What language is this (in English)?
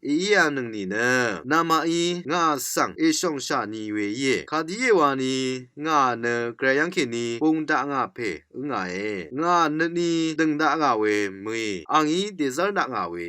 Rawang